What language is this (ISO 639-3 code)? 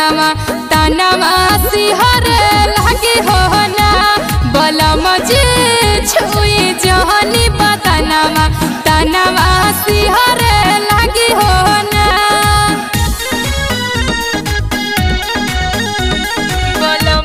bho